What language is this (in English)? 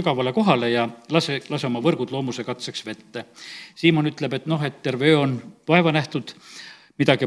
Estonian